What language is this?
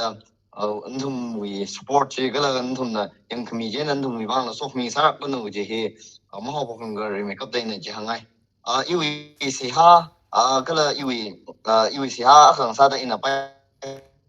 Tangkhul Naga (India)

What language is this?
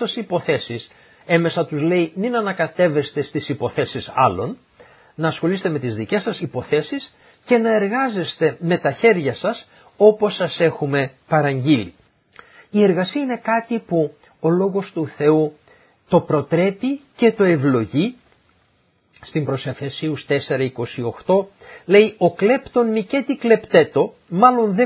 Greek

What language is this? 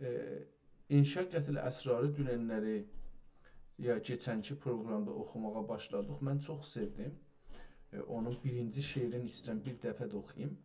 South Azerbaijani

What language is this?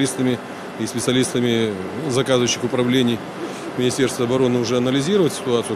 Russian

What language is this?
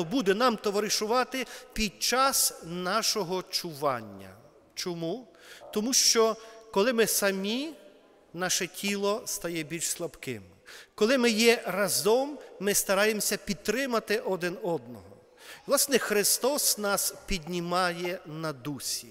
Ukrainian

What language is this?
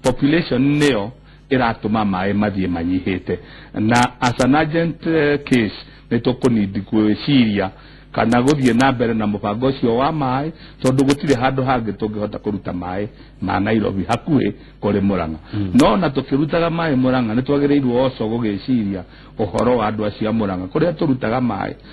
Kikuyu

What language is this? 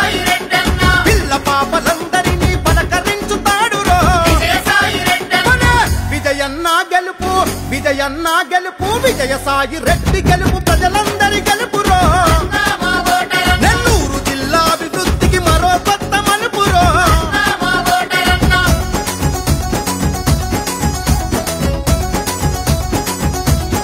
Telugu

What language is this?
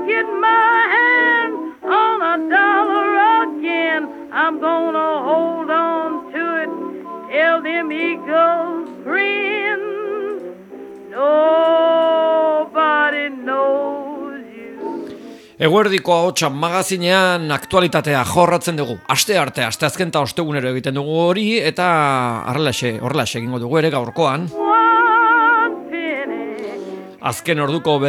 Basque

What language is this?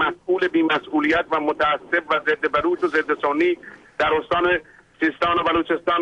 Persian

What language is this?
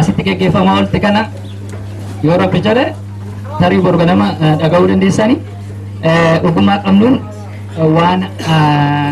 Oromo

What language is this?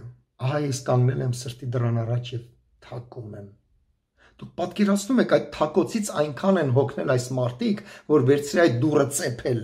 Armenian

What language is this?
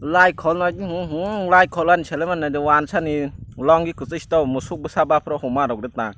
Kok Borok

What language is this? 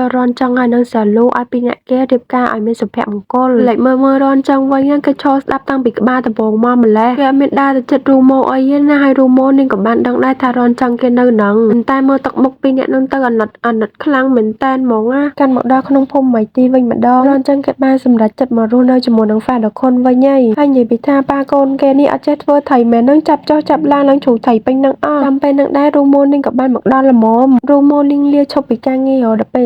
Khmer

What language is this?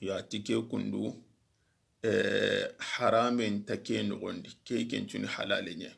Soninke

